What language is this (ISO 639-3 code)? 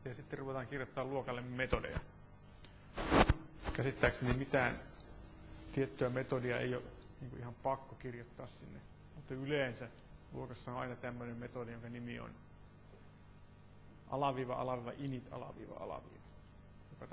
fin